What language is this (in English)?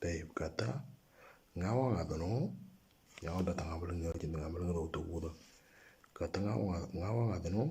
Moro